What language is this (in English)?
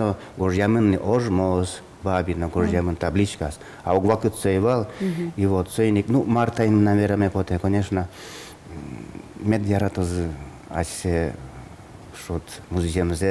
Udmurt